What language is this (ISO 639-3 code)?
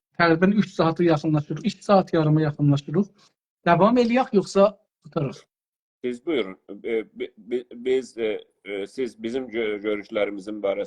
azb